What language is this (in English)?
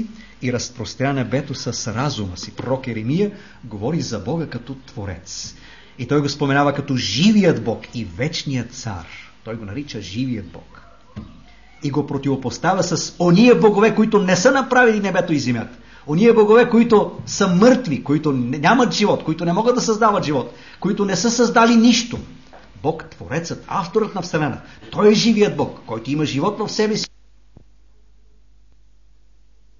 Bulgarian